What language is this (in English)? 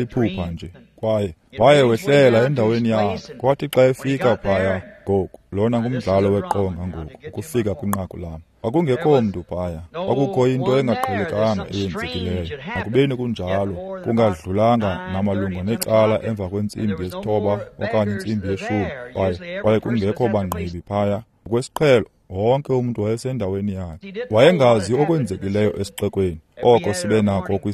Xhosa